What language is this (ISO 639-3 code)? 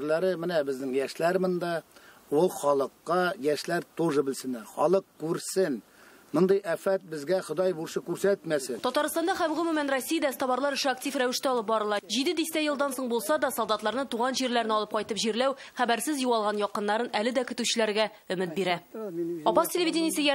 tat